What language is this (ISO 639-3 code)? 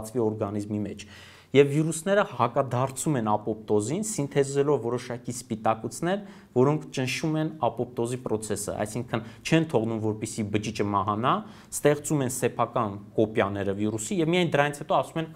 hye